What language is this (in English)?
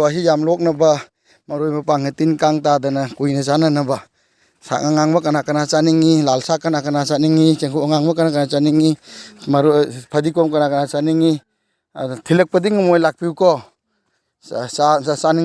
Manipuri